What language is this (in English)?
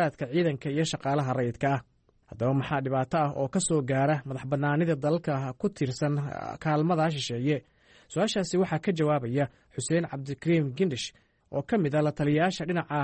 Somali